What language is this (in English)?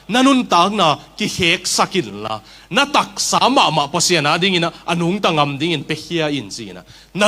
Tedim Chin